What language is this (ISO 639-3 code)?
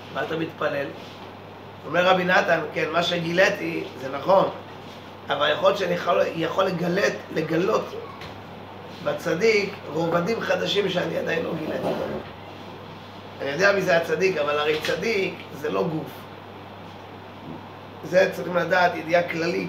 heb